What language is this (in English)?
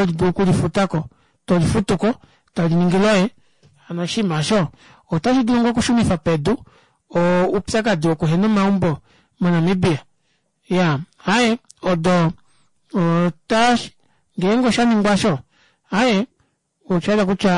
Kuanyama